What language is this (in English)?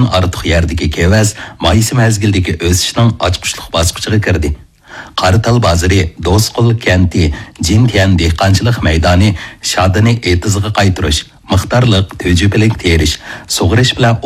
Uyghur